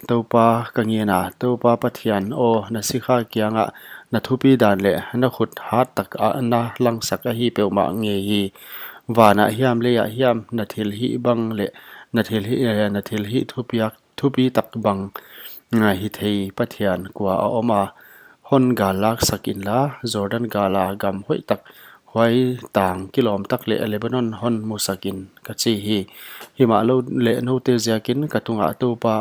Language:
Paite Chin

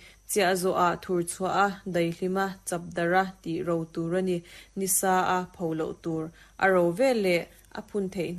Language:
Mizo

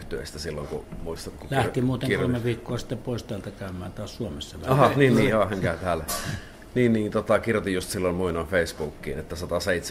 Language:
Finnish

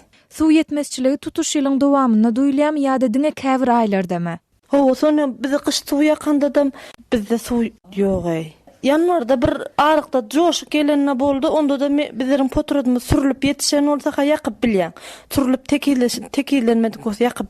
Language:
Turkmen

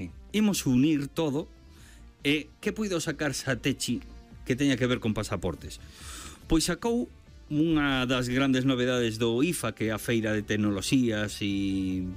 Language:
Galician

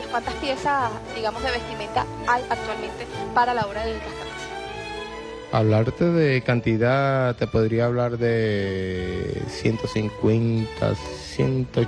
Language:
Spanish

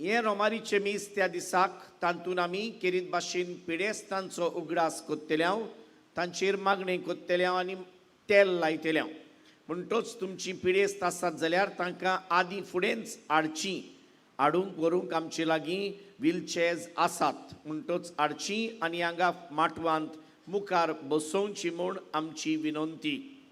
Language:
Konkani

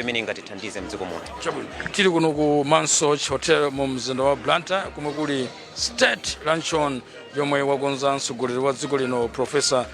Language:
Nyanja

